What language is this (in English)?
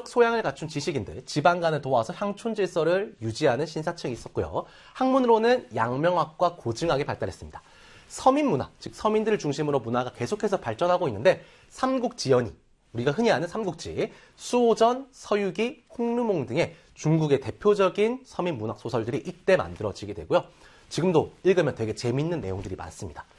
Korean